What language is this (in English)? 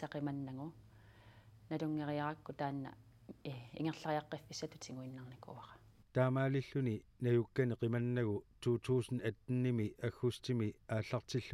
Kalaallisut